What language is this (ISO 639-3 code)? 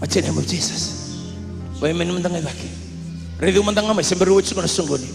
fij